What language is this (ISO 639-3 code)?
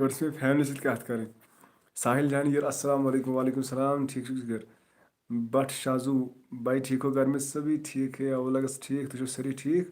kas